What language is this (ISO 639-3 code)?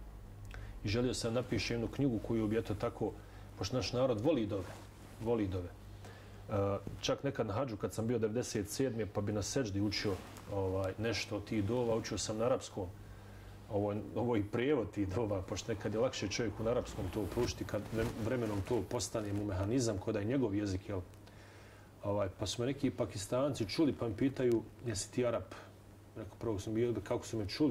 bos